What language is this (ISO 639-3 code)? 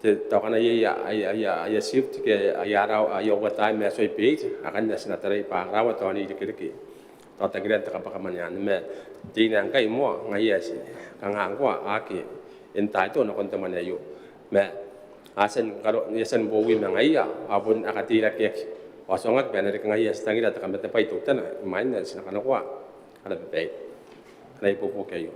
gil